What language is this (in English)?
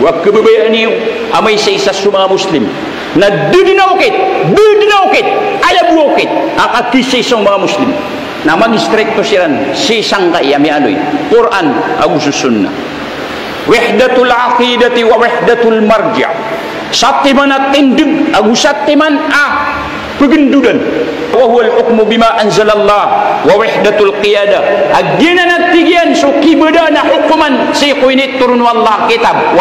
Maranao